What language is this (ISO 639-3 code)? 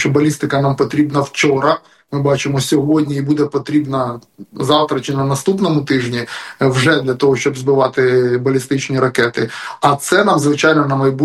ukr